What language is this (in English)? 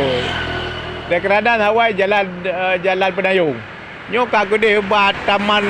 Achinese